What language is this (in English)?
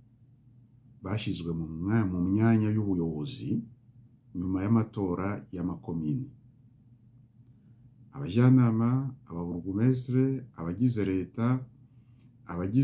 Kinyarwanda